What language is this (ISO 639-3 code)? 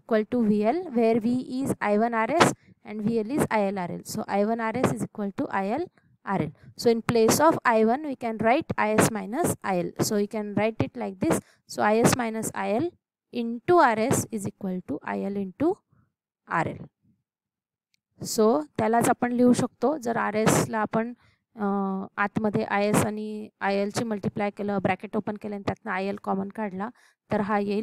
mar